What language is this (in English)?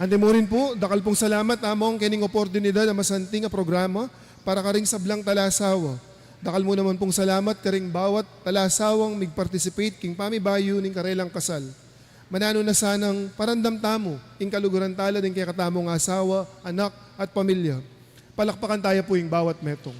Pampanga